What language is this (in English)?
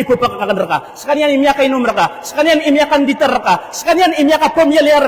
Maranao